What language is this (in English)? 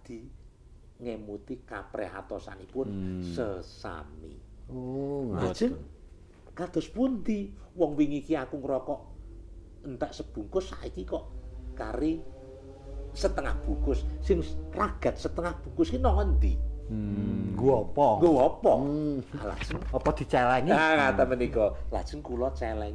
Javanese